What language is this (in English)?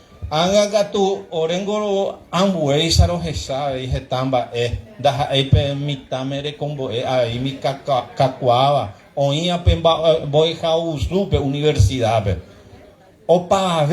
Guarani